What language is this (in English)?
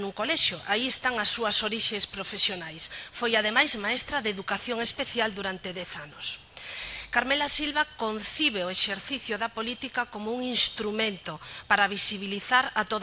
Galician